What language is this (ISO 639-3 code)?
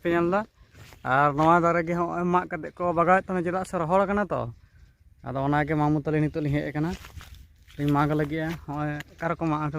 sat